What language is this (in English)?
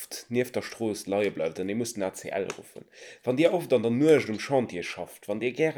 Luxembourgish